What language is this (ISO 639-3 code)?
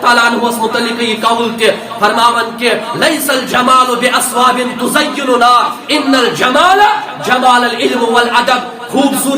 kas